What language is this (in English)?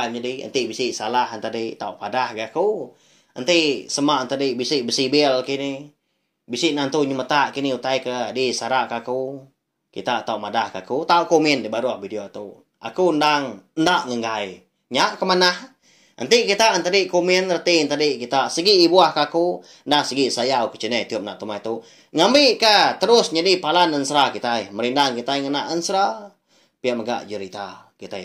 Iban